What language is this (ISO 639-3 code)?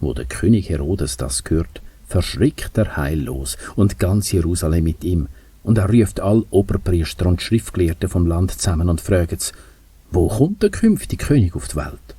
gsw